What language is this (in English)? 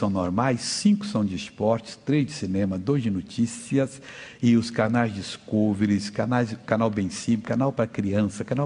Portuguese